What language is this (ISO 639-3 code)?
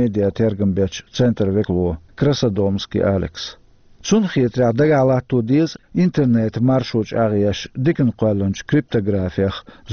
che